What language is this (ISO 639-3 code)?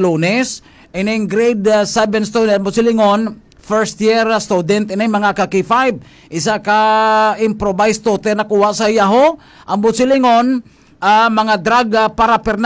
hil